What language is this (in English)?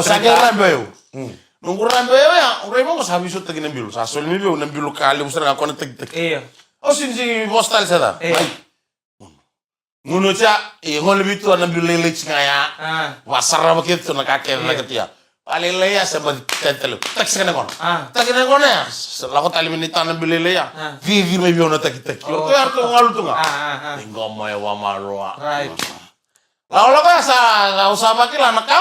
Fijian